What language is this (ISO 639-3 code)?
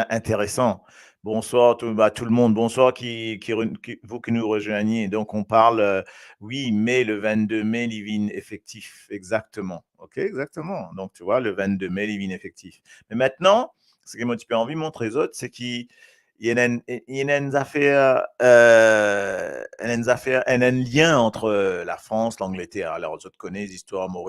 mfe